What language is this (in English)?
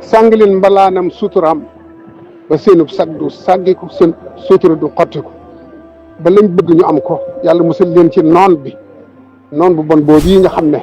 Wolof